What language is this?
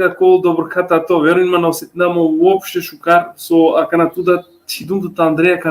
Balkan Romani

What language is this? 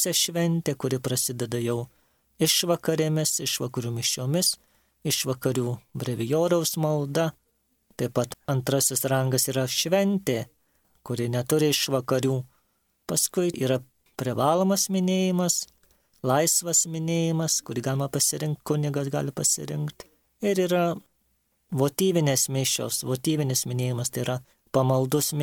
Lithuanian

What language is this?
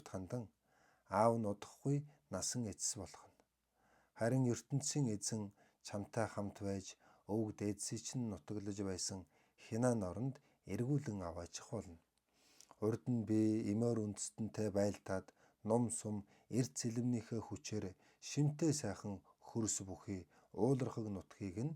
Mongolian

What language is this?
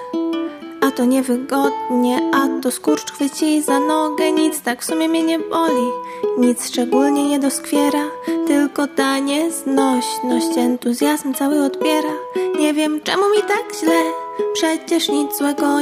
Polish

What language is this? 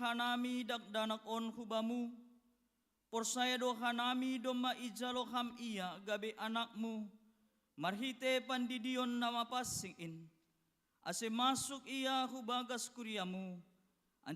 Batak Simalungun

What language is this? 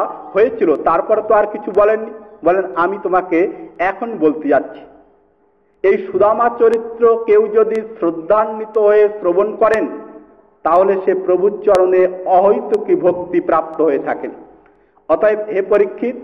Bangla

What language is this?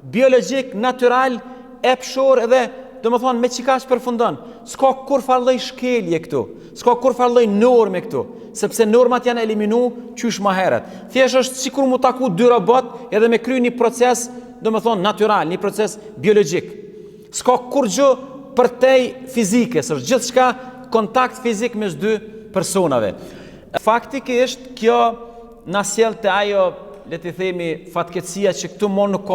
Albanian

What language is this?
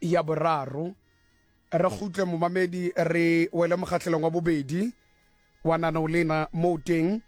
Tswana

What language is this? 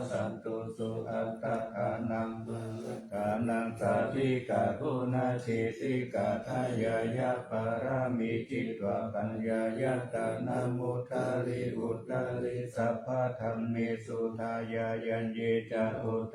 Pali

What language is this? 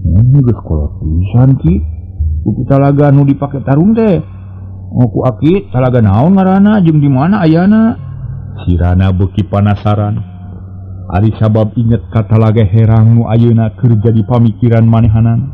Sundanese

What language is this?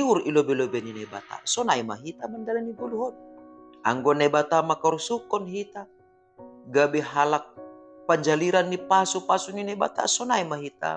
Batak Simalungun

